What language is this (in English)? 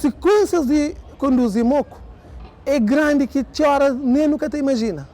Kabuverdianu